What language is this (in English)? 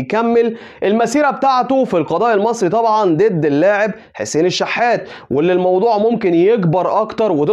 Egyptian Arabic